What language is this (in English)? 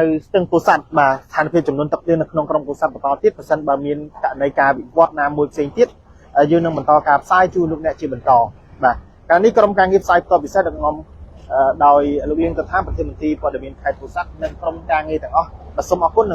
Khmer